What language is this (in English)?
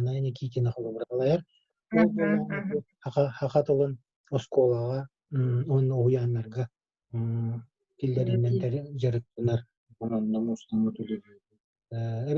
Yakut